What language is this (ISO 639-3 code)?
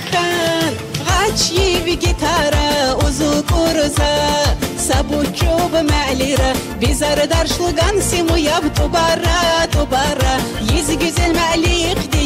tab